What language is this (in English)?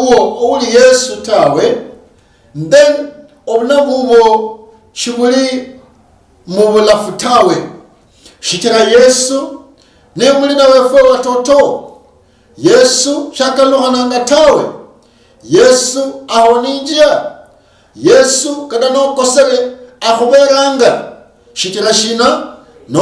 Luyia